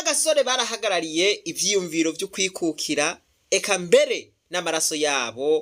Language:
Rundi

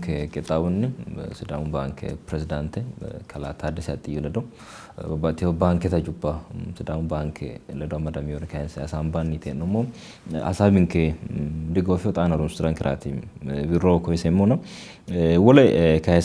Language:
Sidamo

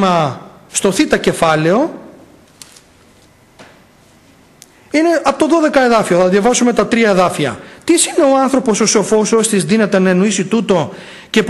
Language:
Greek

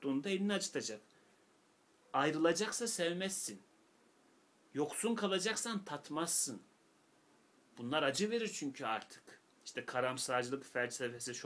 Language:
Turkish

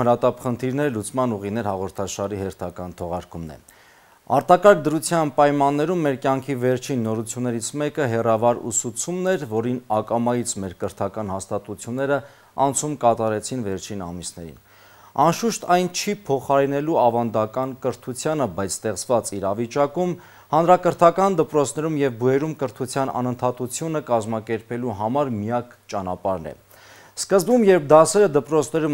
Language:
Armenian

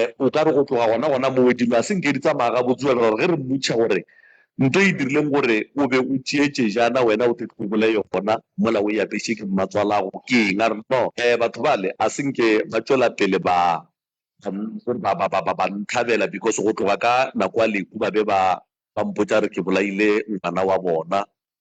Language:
Northern Sotho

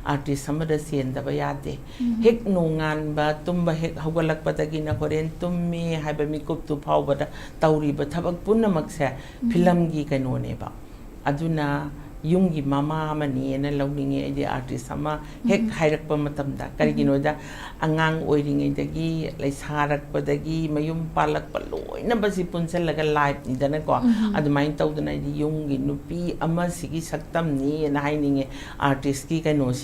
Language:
Manipuri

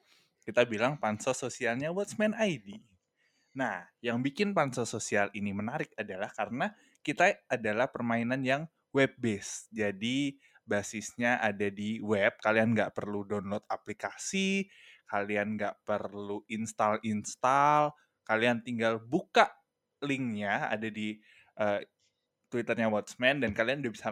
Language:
Indonesian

